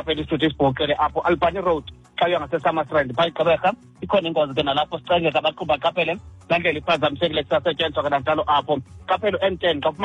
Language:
Xhosa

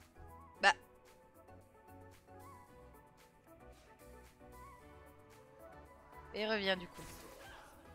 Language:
French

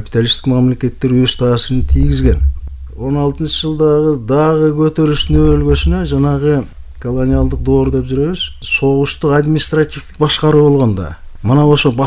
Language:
Kyrgyz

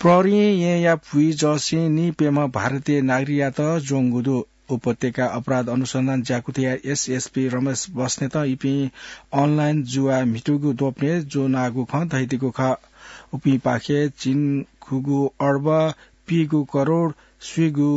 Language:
Newari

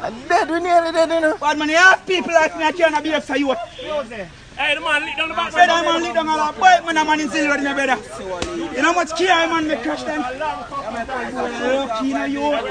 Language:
Jamaican Creole English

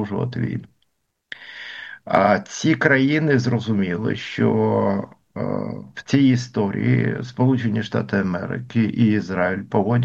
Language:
Ukrainian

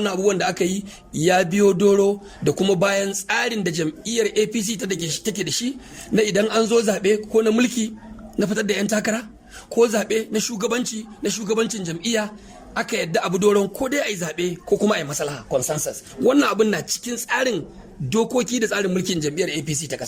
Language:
Hausa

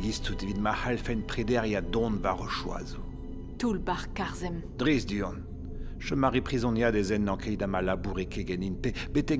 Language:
Breton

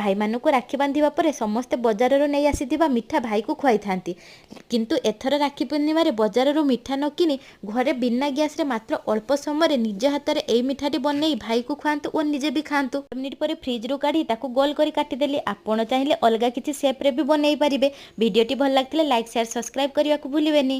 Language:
Odia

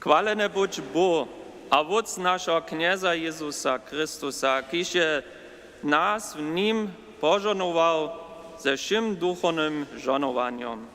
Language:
Upper Sorbian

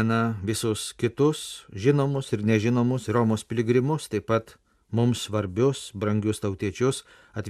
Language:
Lithuanian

